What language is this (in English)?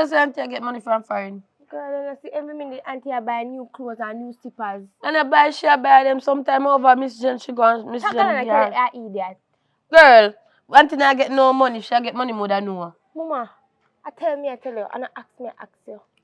Jamaican Creole English